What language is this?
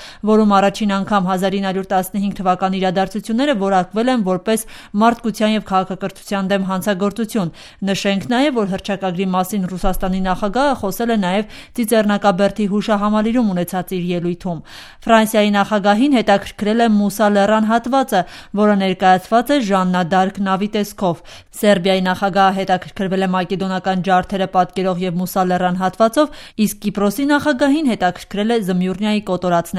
Armenian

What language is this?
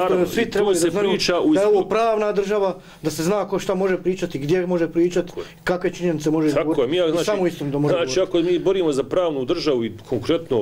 Bosnian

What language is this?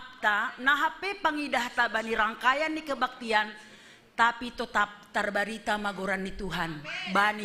Batak Simalungun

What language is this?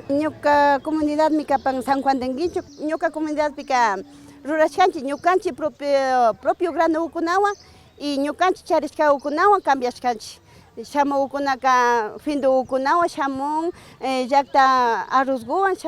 Imbabura Highland Quichua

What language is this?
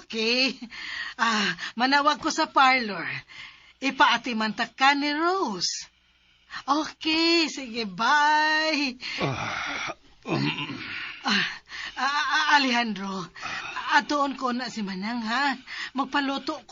Cebuano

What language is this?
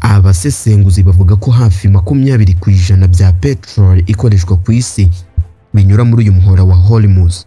Kinyarwanda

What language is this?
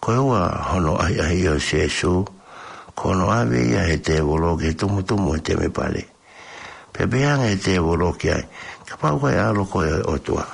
Tongan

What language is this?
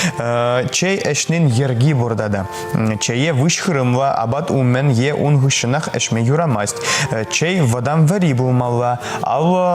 Chuvash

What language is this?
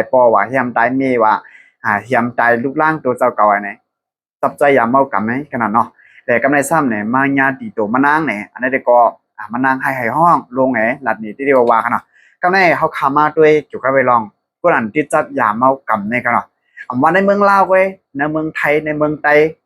Shan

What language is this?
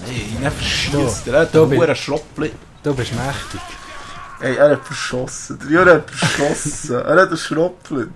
Swiss German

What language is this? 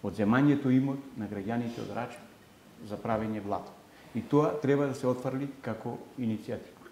Macedonian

